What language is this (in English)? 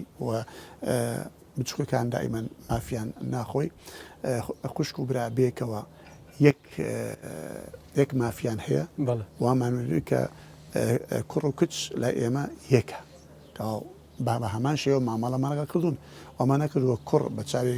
Central Kurdish